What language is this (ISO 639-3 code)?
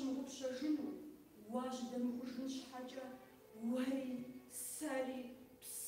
kbd